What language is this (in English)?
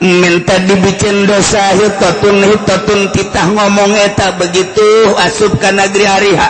Sundanese